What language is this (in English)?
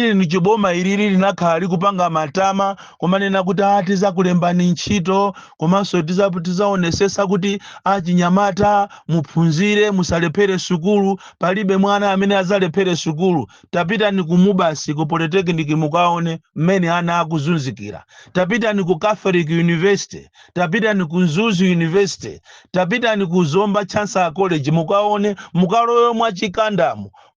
Nyanja